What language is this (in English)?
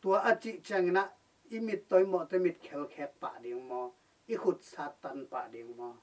Tedim Chin